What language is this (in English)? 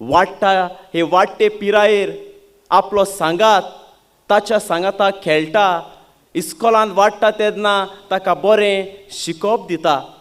Konkani